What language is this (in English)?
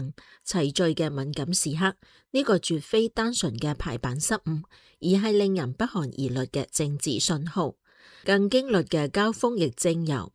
Cantonese